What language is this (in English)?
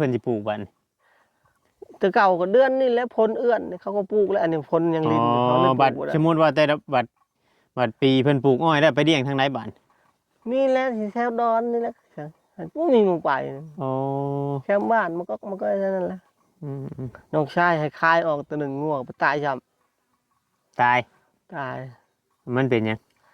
Northeastern Thai